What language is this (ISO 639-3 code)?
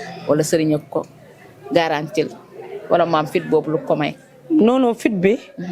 wol